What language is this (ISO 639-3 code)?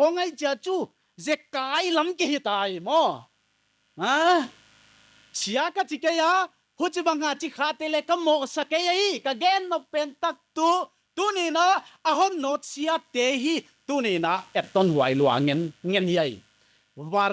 pck